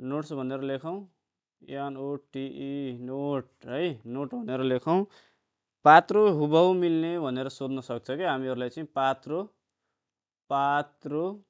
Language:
Nepali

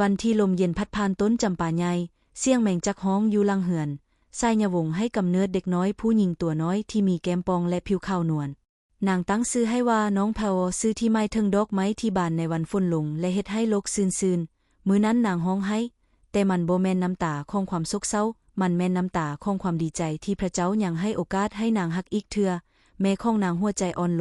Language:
Lao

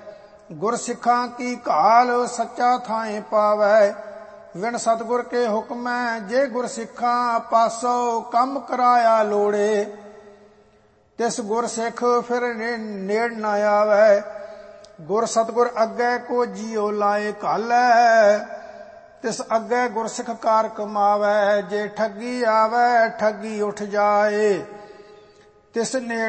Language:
Punjabi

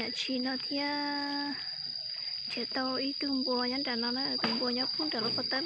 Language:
Hmong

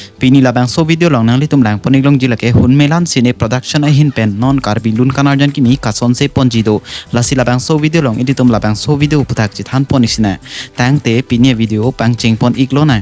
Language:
Karbi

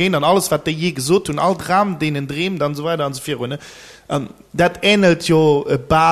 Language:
Luxembourgish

